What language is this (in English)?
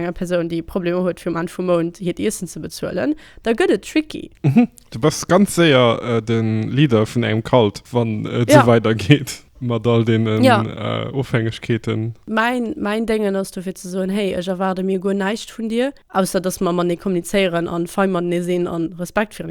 Luxembourgish